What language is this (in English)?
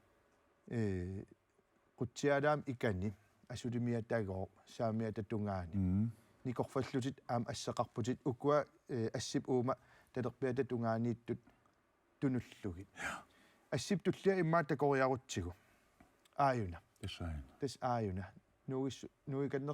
Kalaallisut